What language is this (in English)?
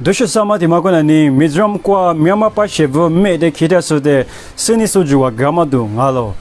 Lisu